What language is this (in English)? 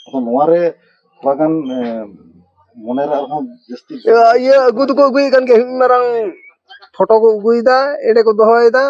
Santali